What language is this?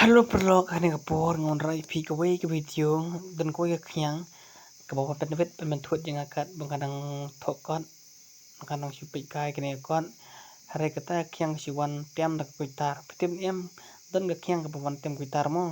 Khasi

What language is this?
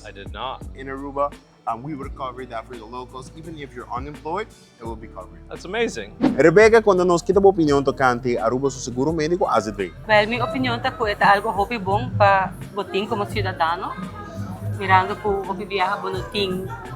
Papiamento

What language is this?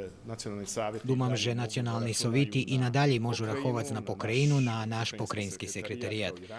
Rusyn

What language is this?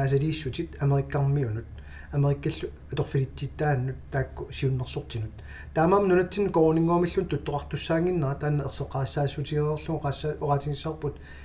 Kalaallisut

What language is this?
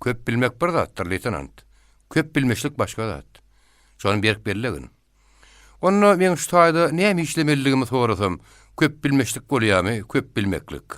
Turkmen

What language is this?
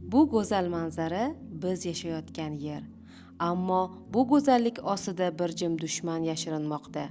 Uzbek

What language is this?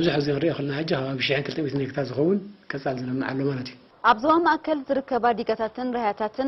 Tigrinya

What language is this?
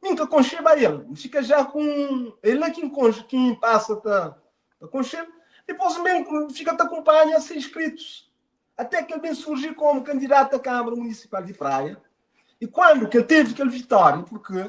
Kabuverdianu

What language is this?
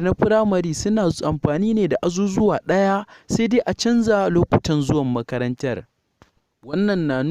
Hausa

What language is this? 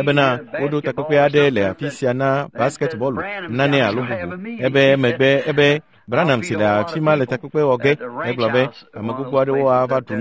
Ewe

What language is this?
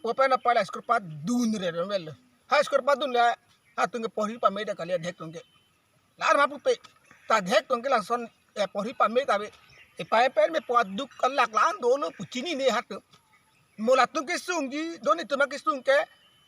Karbi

